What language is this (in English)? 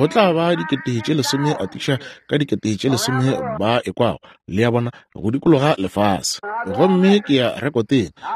Northern Sotho